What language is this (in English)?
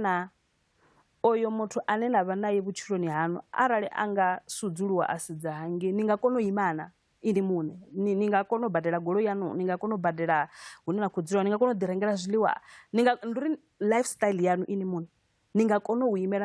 Venda